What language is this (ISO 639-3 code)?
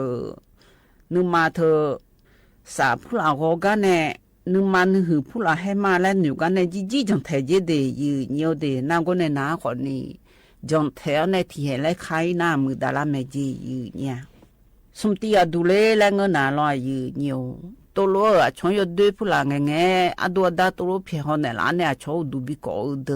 ahk